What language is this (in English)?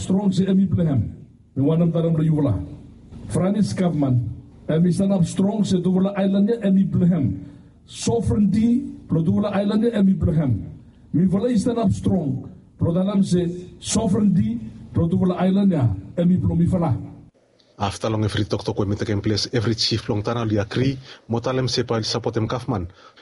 Bislama